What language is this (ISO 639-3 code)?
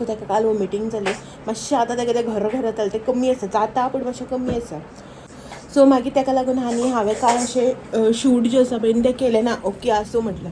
kok